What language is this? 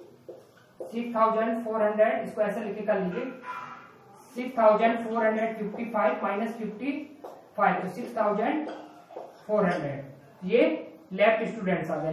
Hindi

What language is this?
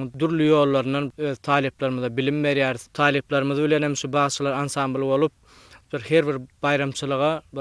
Turkmen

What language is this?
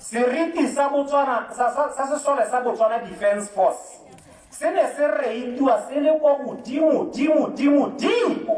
Tswana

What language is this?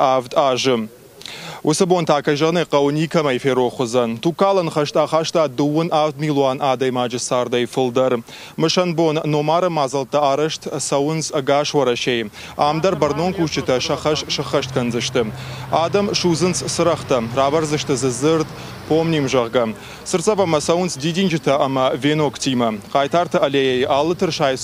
Ossetic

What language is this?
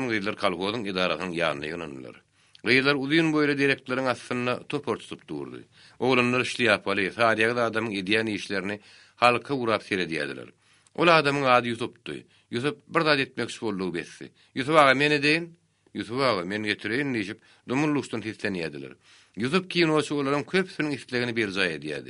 Turkmen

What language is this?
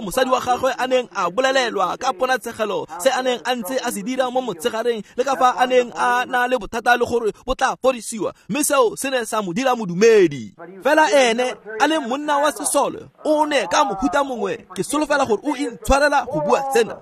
Tswana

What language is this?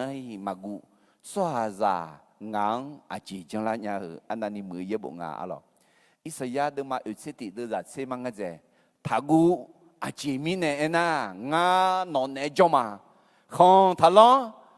Akha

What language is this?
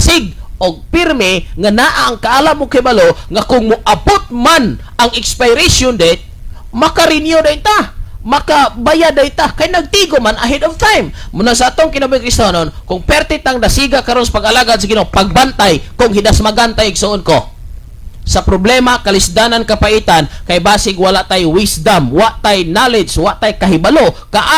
Cebuano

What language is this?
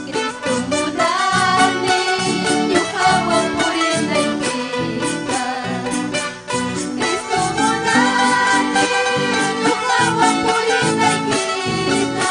Ayacucho Quechua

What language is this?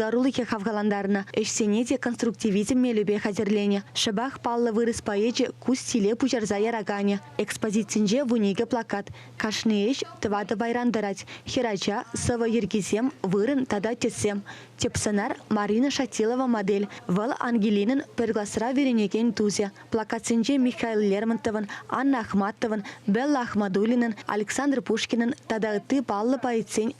Chuvash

